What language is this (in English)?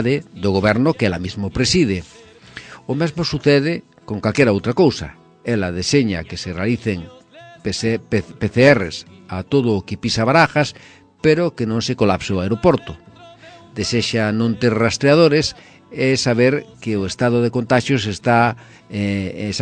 Galician